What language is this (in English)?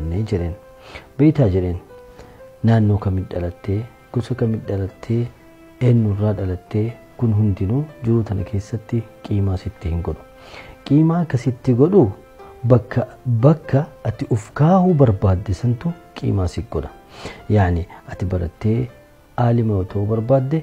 Oromo